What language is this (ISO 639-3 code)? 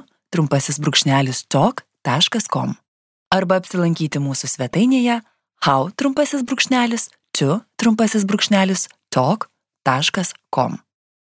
lit